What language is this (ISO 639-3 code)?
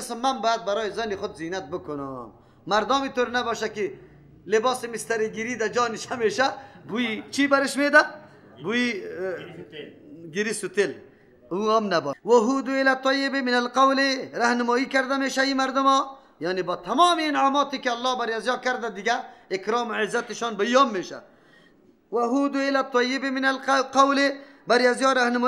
fas